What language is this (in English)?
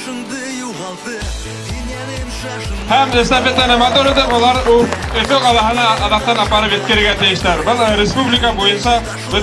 Bashkir